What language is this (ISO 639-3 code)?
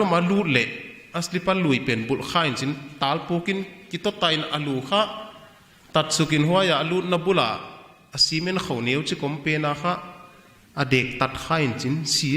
pck